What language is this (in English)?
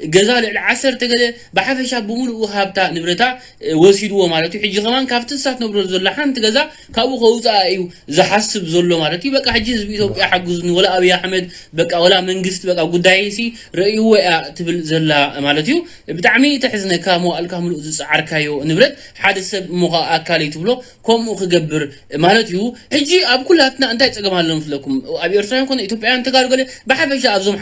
Tigrinya